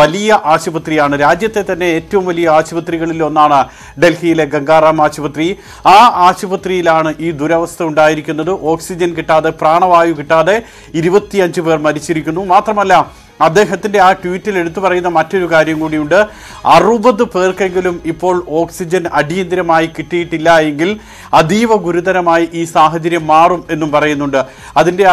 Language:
Malayalam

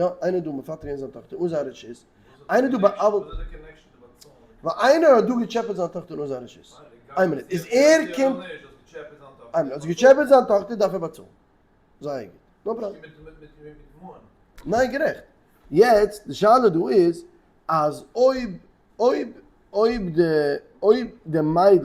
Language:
Yiddish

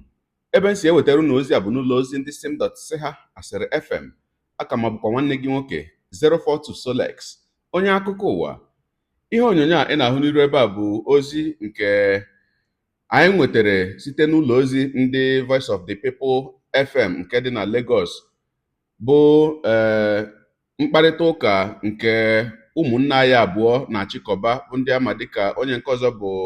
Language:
Igbo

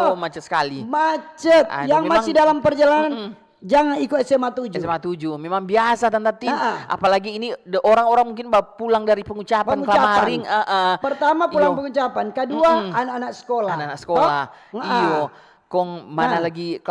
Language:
Manado Malay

